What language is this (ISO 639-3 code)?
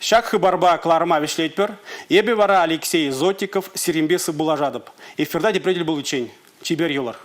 chv